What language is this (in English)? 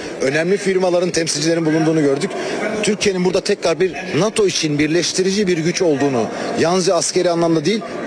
Turkish